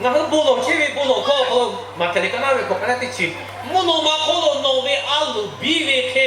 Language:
Lahu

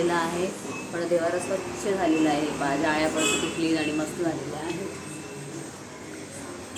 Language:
Marathi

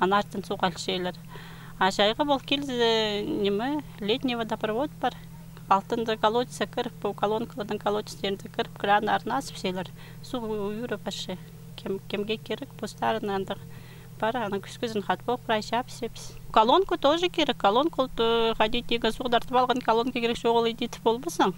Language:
Khakas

